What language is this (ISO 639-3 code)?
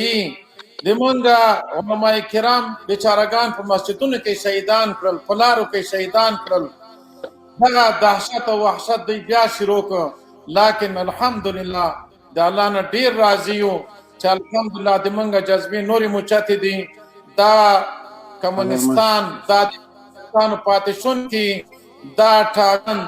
pus